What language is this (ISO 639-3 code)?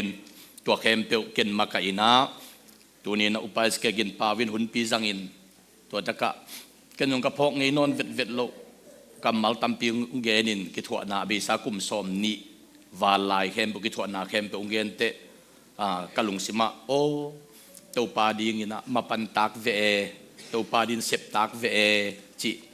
ctd